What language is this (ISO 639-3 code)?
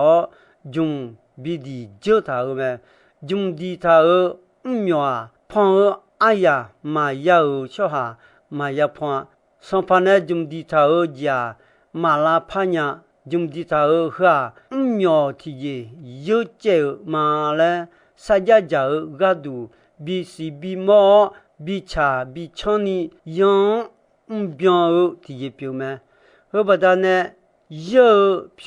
ahk